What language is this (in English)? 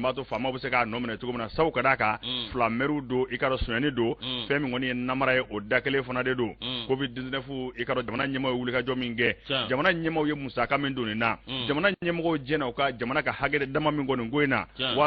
Bambara